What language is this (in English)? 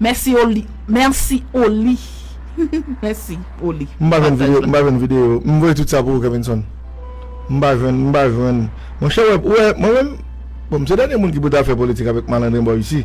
Haitian Creole